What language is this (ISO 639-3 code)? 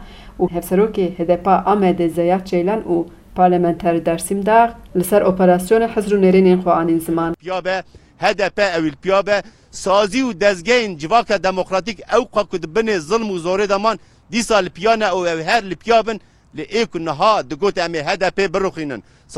kur